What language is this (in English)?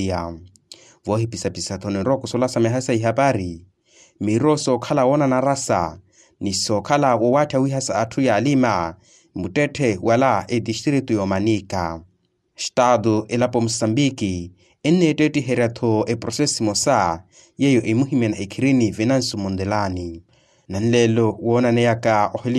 Makhuwa